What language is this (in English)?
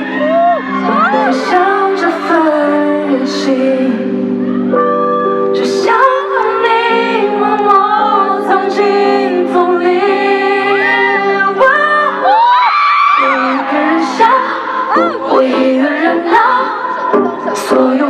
Chinese